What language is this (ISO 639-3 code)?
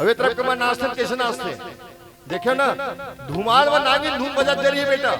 hne